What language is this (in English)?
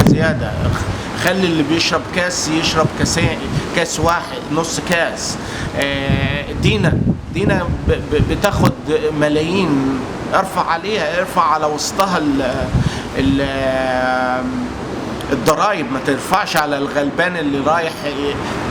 Egyptian Arabic